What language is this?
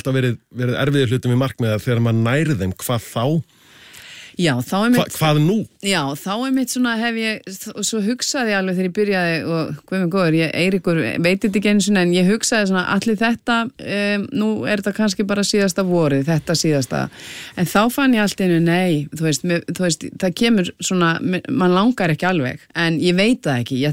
Icelandic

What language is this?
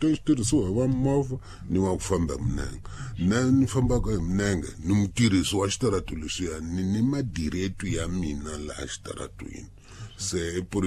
Tsonga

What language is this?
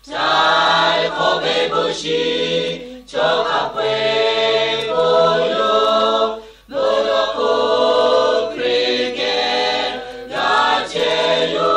Lahu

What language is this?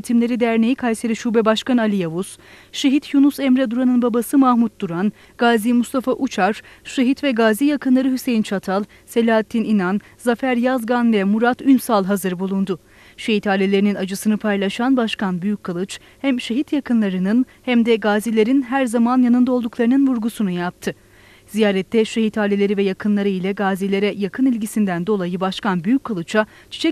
Turkish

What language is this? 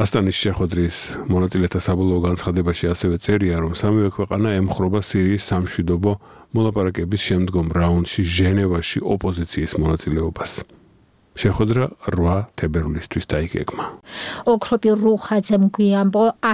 Georgian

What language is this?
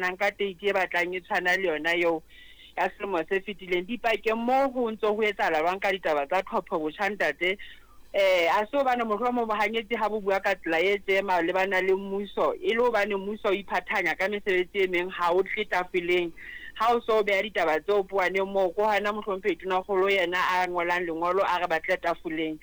Southern Sotho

